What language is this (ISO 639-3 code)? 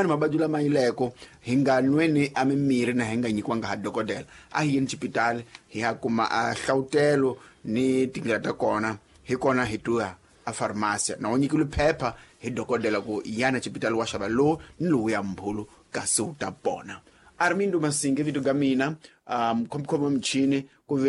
tso